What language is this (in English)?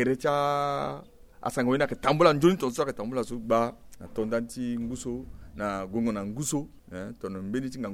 Sango